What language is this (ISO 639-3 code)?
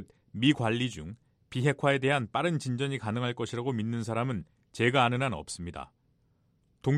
kor